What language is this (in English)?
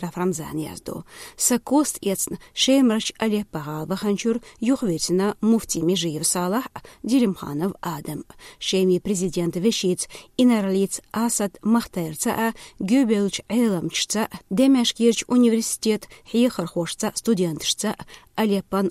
Chechen